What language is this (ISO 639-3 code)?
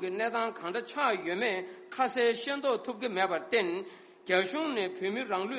bod